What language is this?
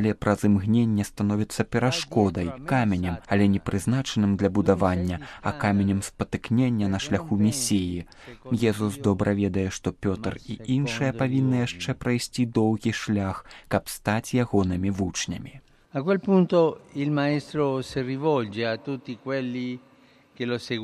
Belarusian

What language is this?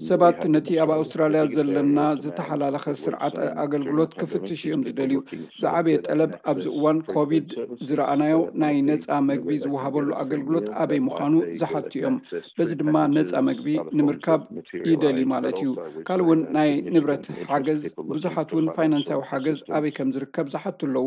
Tigrinya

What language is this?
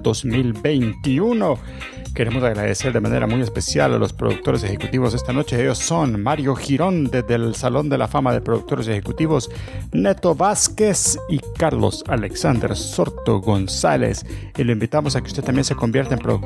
Spanish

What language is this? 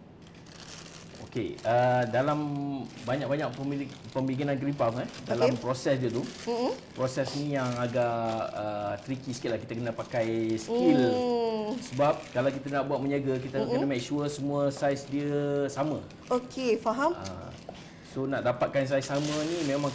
Malay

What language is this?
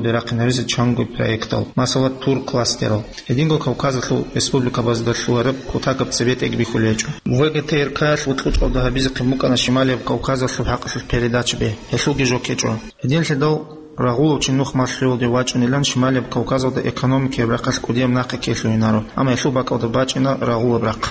Avaric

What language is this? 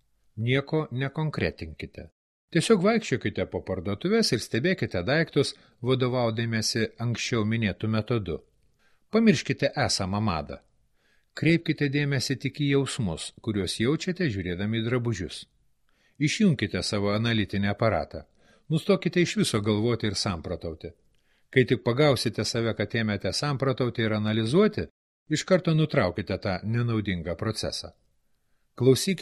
Lithuanian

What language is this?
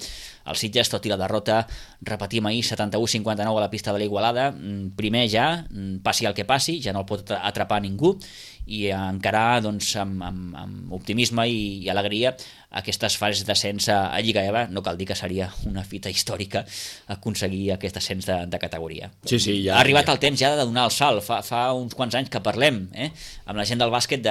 Catalan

